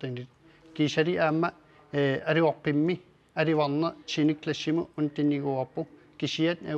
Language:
Kalaallisut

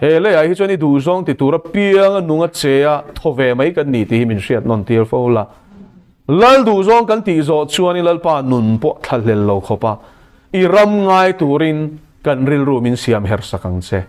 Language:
Mizo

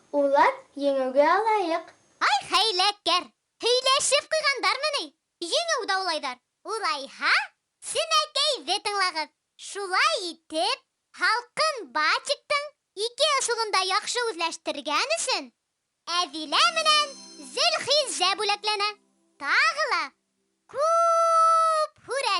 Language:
Bashkir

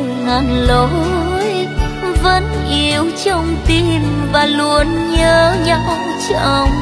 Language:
Vietnamese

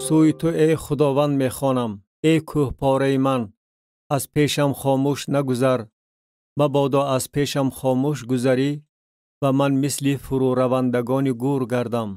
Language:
Tajik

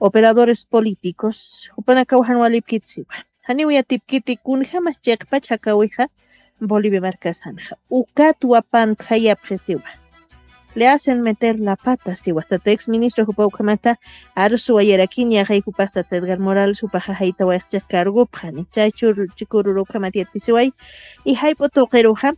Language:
Aymara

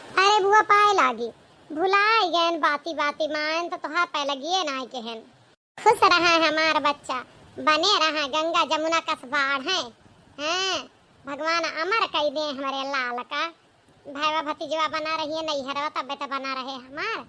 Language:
Awadhi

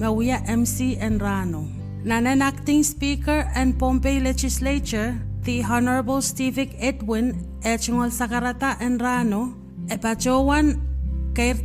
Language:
Pohnpeian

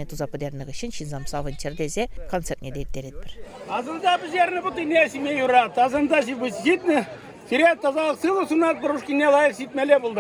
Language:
Chuvash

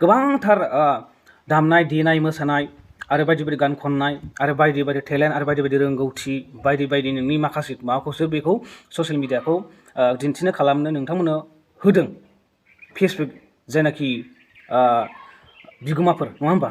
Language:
Bodo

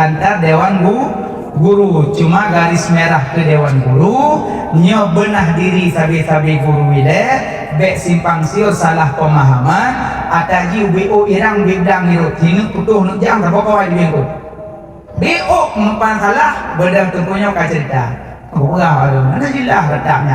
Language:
Achinese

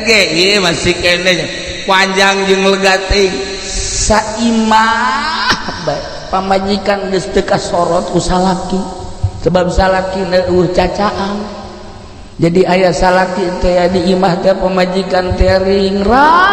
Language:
Sundanese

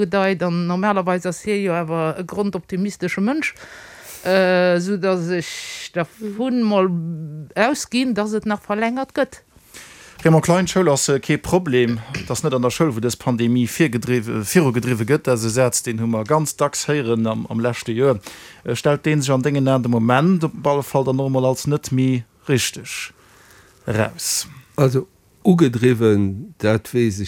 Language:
Luxembourgish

